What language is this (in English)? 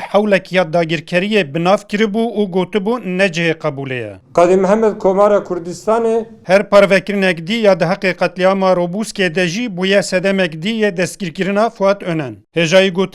Kurdish